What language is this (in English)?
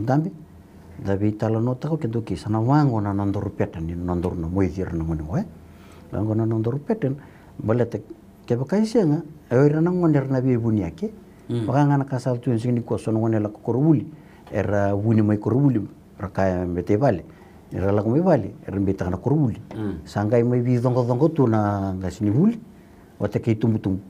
Fijian